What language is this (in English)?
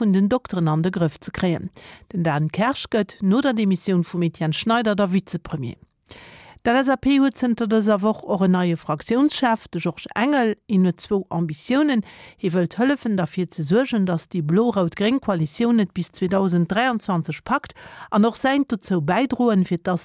Luxembourgish